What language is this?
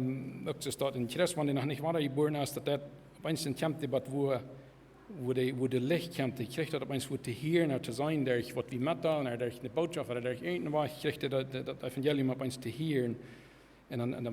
Plautdietsch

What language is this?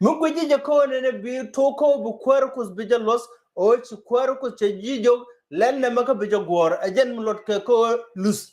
Nuer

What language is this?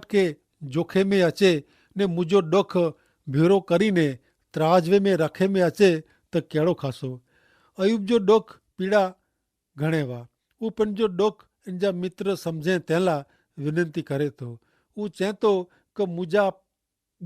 Kachhi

